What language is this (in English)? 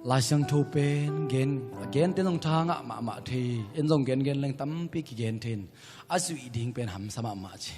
Tedim Chin